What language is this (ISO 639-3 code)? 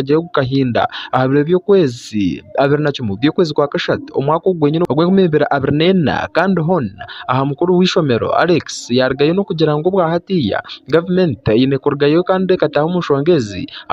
nyn